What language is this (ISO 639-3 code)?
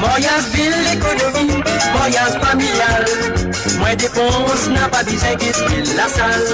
mfe